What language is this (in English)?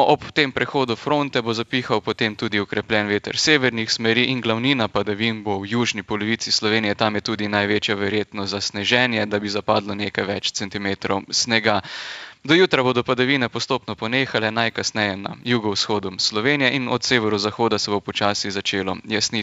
Slovenian